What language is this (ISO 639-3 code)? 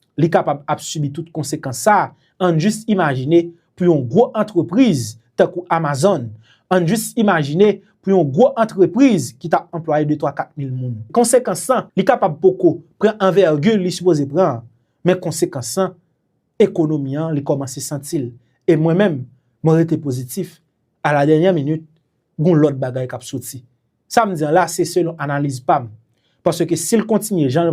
hat